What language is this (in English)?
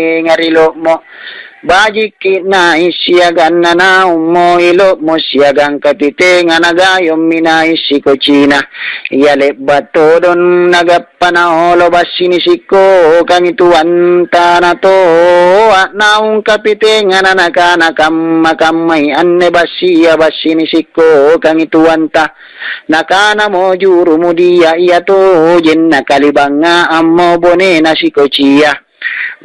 Makasar